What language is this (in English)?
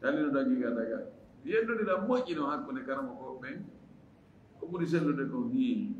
Fula